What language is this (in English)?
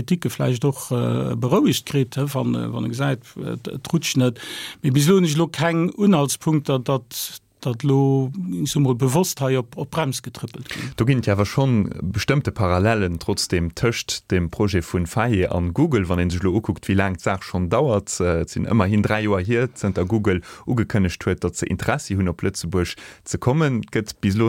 Luxembourgish